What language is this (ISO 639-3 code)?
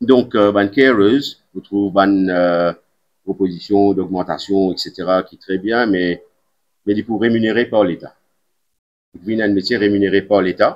mfe